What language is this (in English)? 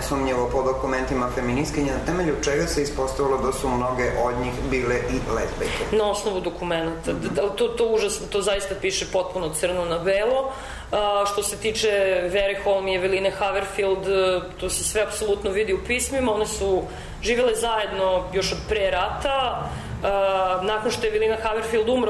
Serbian